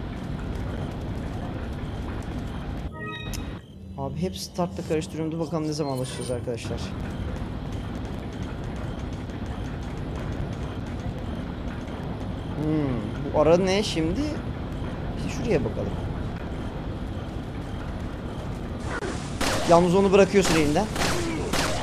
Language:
Turkish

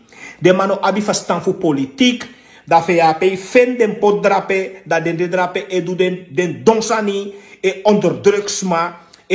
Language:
Sranan Tongo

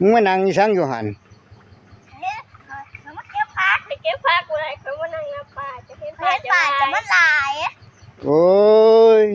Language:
Lao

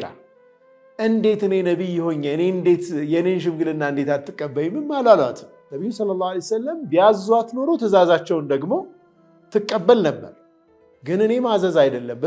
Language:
Amharic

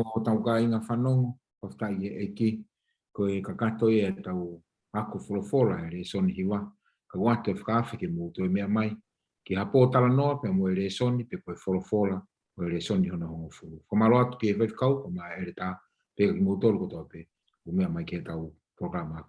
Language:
Tongan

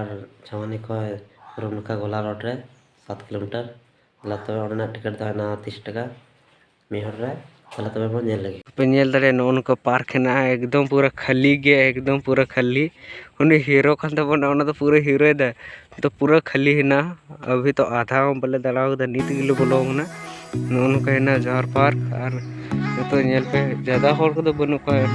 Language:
Santali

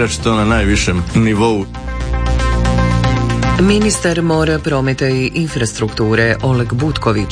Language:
Croatian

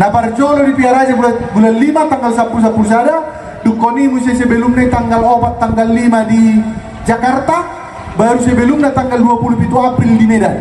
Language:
Batak Toba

